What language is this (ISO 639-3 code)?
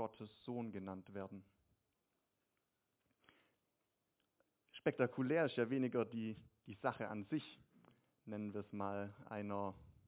deu